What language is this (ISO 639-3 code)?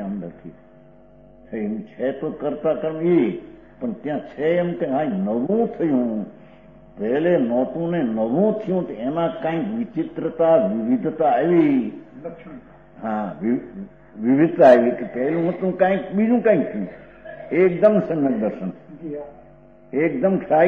guj